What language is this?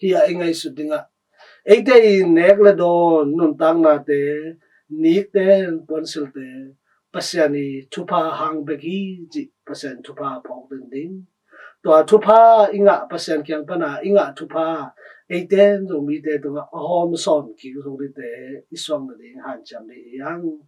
Tedim Chin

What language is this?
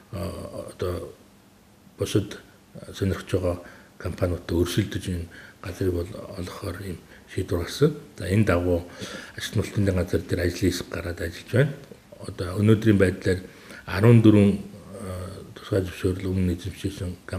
Mongolian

